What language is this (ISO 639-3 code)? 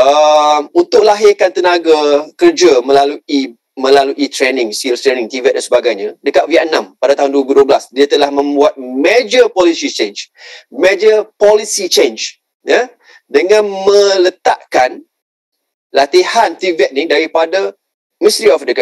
msa